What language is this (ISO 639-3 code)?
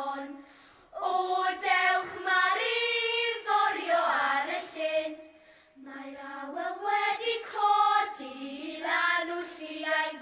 cym